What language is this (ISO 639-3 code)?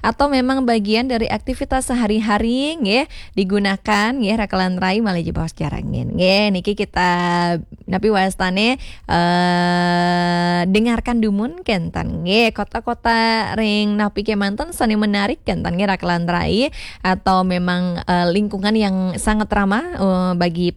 ban